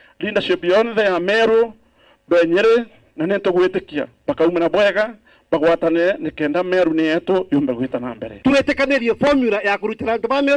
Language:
Meru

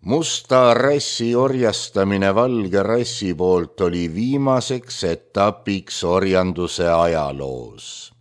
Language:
Estonian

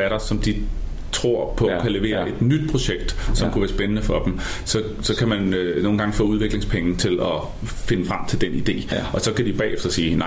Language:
Danish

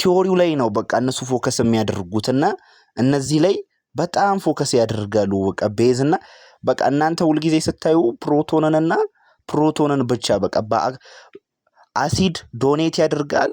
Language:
Amharic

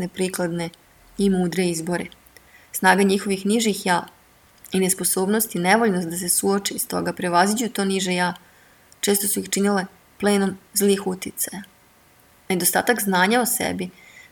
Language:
Serbian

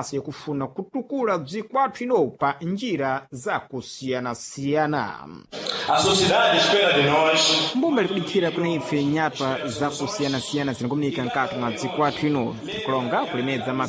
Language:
Sena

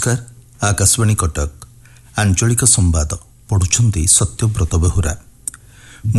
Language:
Odia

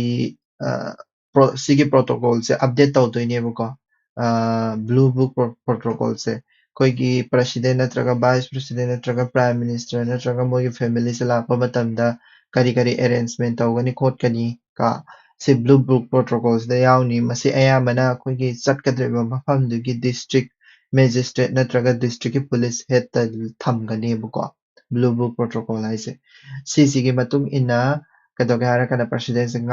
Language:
Manipuri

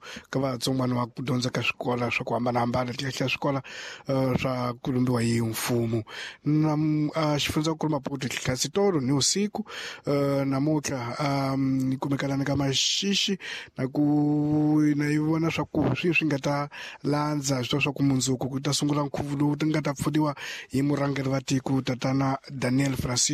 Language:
Tsonga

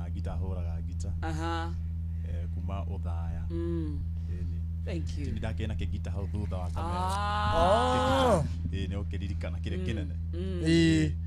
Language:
Kikuyu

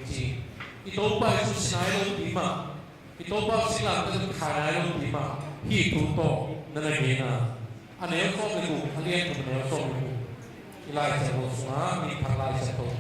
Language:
Tedim Chin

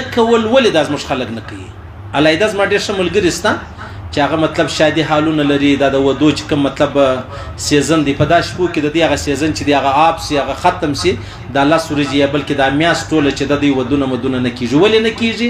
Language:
Pashto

